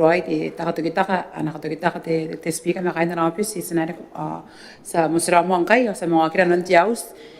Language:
Gilbertese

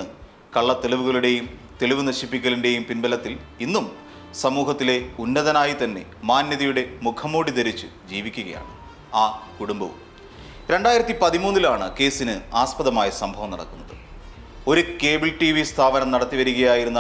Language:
Malayalam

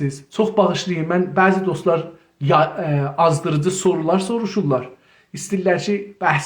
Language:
South Azerbaijani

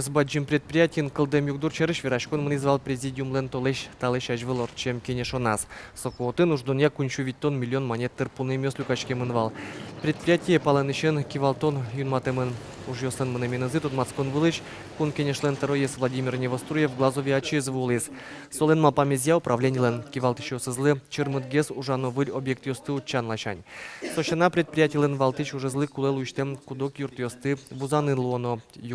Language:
Udmurt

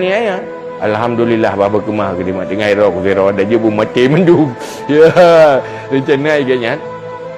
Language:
Achinese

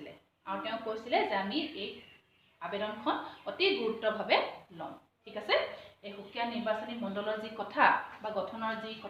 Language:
Assamese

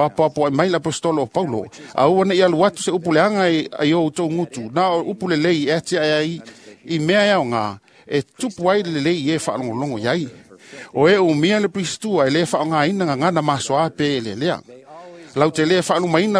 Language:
Samoan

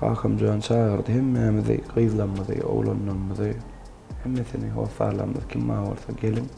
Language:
Turkmen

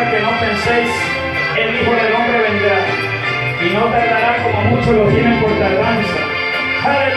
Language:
Spanish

